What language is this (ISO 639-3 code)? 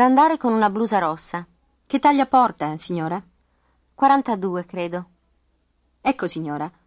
ita